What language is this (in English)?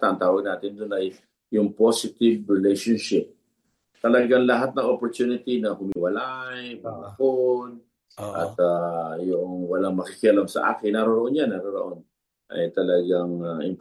Filipino